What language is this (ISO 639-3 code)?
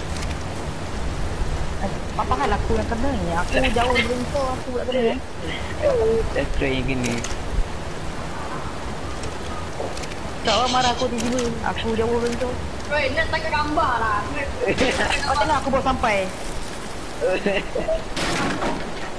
msa